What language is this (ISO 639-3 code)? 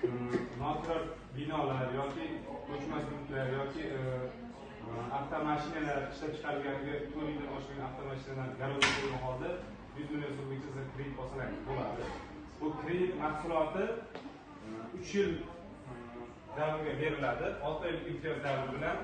uzb